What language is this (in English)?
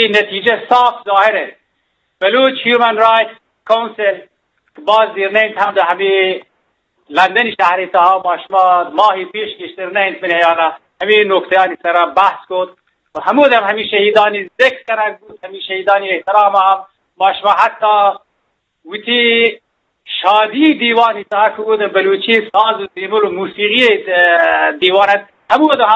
Eastern Balochi